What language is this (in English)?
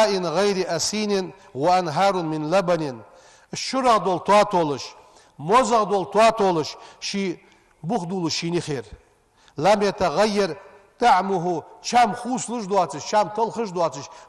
Ingush